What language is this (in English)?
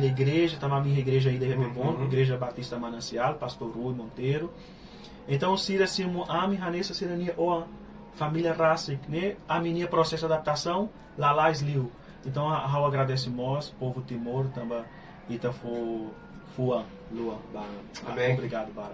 Tetum